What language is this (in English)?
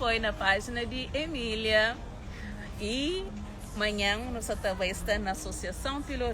Kabuverdianu